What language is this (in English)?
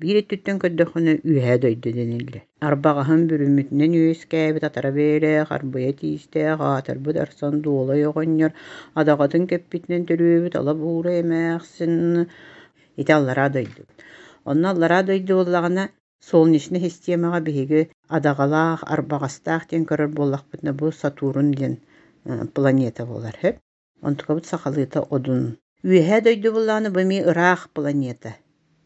Yakut